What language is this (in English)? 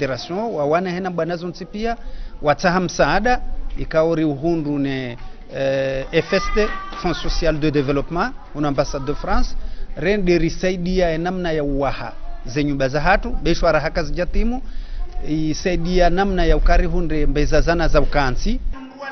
Ngazidja Comorian